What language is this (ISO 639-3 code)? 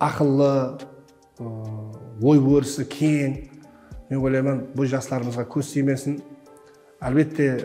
kaa